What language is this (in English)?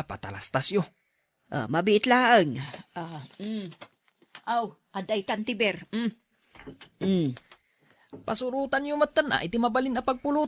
Iloko